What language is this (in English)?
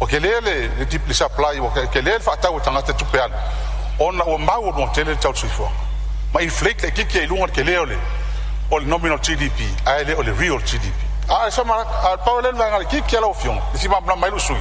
Samoan